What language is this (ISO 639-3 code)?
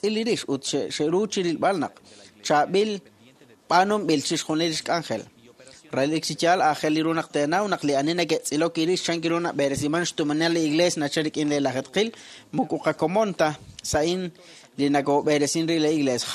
kek